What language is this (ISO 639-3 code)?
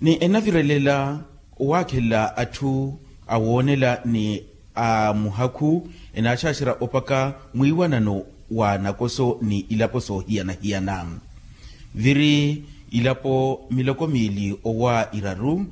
vmw